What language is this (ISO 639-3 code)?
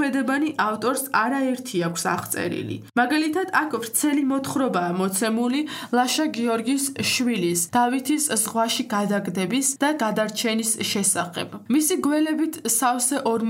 kat